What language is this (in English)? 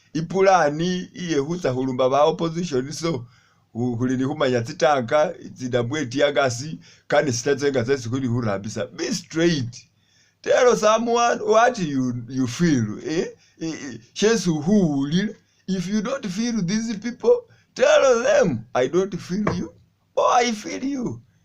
Masaaba